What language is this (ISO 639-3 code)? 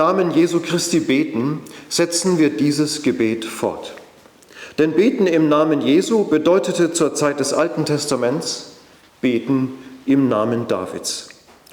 gsw